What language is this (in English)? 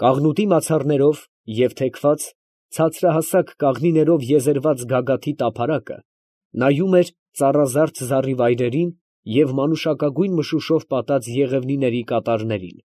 Armenian